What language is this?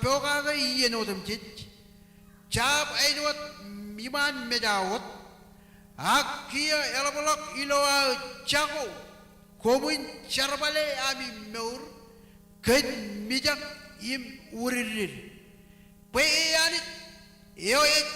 Marshallese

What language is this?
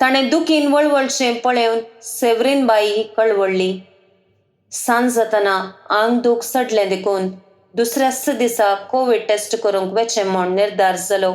Konkani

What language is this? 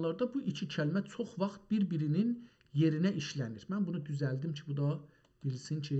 South Azerbaijani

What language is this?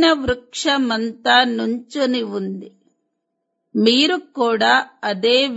Telugu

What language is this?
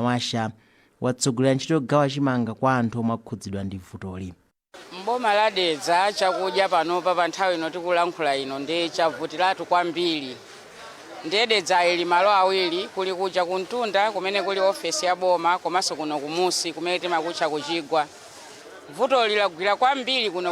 Nyanja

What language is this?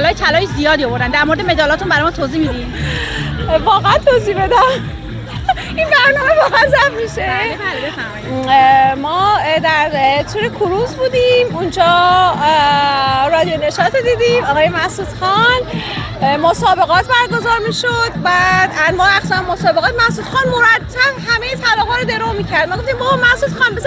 Persian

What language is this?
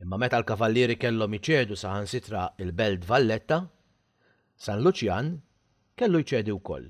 Maltese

